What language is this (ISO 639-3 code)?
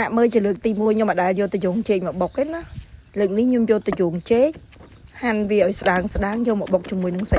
khm